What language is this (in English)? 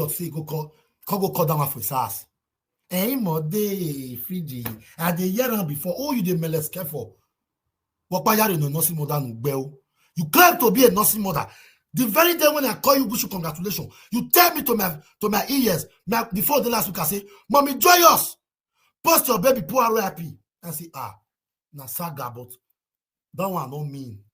Nigerian Pidgin